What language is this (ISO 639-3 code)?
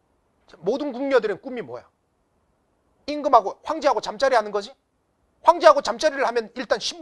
kor